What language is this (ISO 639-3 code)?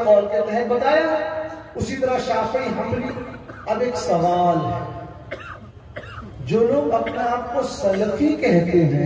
urd